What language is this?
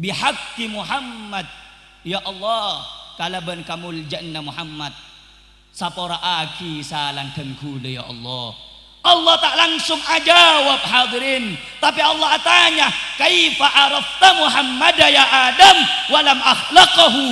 Madurese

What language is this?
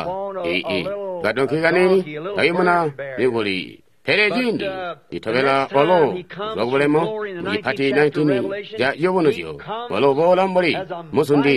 Tonga (Zambia)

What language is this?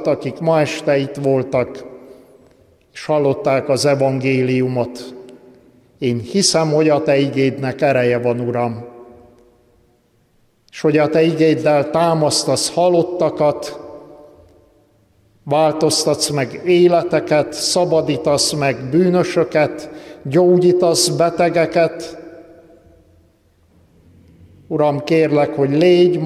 Hungarian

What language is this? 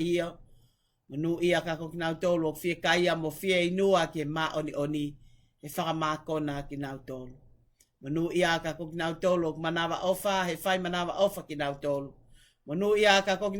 Tongan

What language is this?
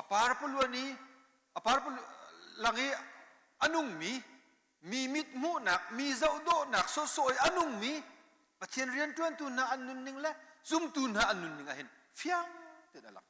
Hakha Chin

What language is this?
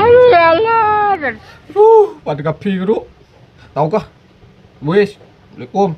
Madurese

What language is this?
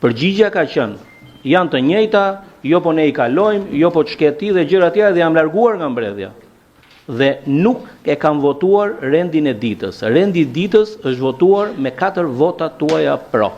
Albanian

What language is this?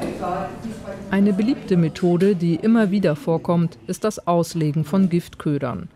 German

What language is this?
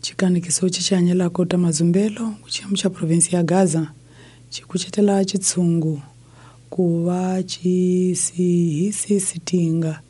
Tsonga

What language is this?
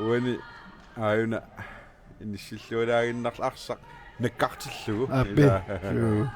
Kalaallisut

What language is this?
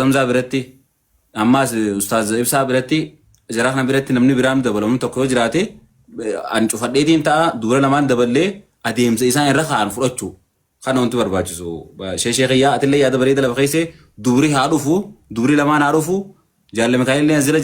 Oromo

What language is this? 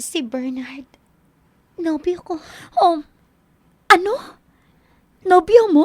Hiligaynon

